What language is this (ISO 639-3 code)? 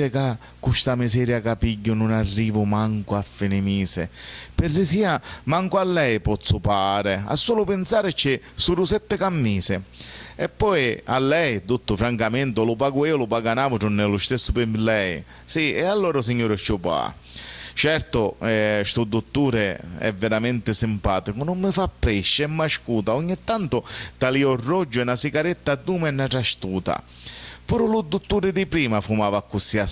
scn